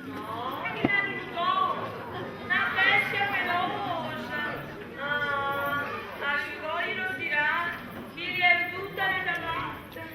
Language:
Neapolitan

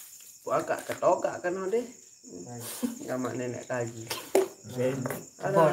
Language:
Sasak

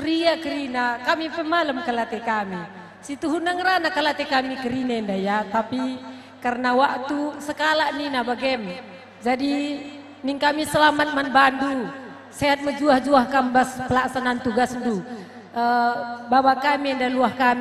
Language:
Batak Karo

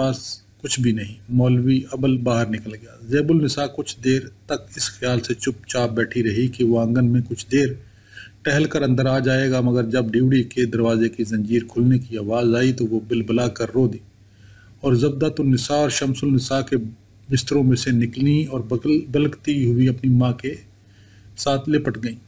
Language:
Urdu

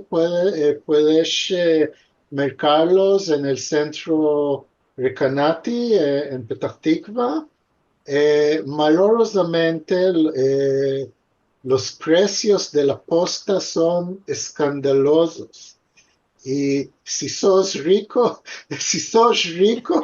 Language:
Ladino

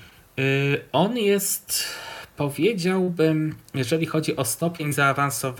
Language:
Polish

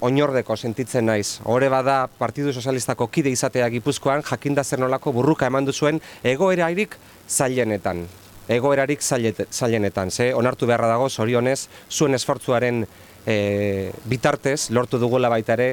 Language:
Basque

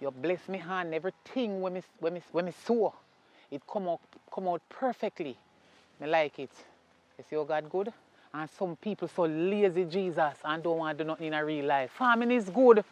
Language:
Jamaican Creole English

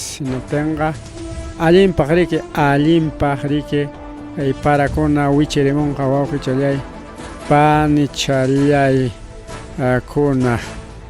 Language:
Ayacucho Quechua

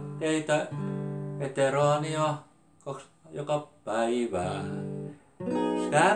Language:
Finnish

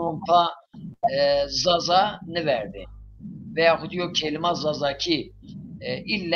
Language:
Zaza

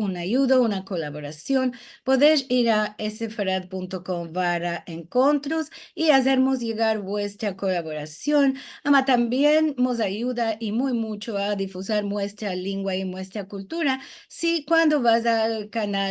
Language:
Ladino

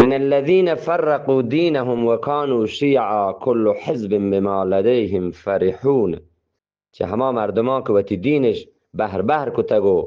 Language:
Eastern Balochi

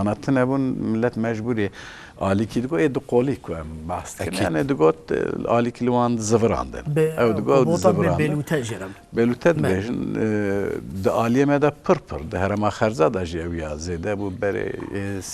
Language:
Kurdish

